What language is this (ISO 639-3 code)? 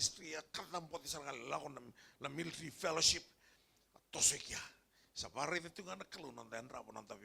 fij